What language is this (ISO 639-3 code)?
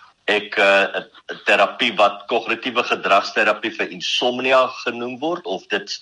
afr